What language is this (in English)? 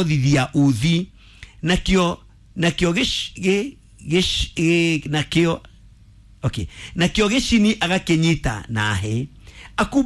Kikuyu